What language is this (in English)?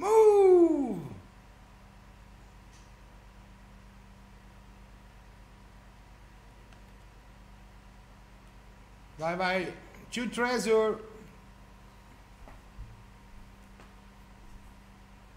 Italian